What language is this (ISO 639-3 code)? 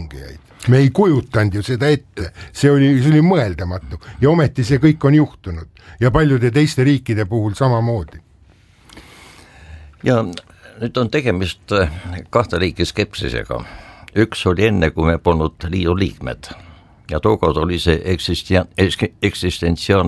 est